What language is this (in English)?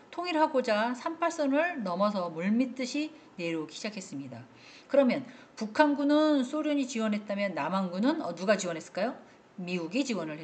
Korean